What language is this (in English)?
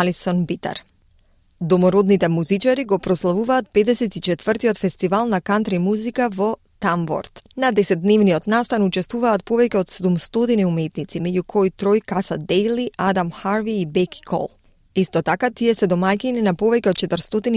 Macedonian